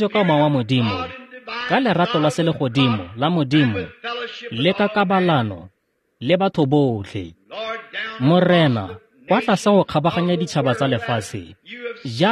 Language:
Tswana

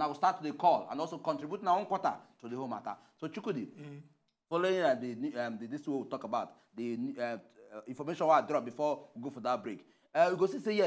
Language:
Nigerian Pidgin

